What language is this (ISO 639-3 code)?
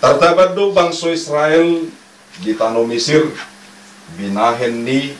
bbc